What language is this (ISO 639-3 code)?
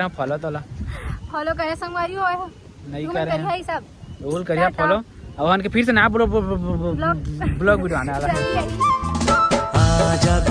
hne